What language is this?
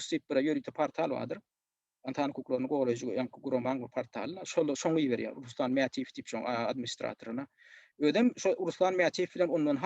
Turkmen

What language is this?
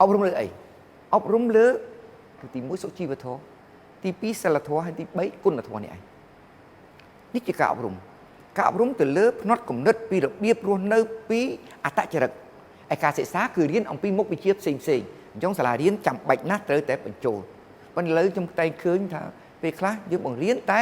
Khmer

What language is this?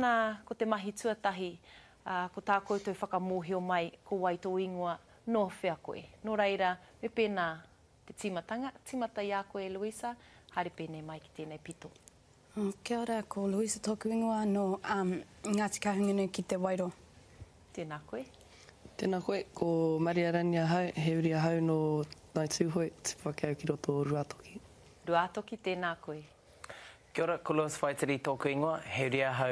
Māori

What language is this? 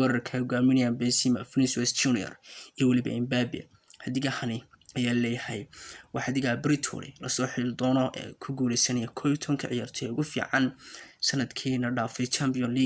Somali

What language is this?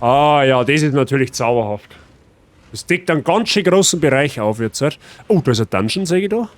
Bavarian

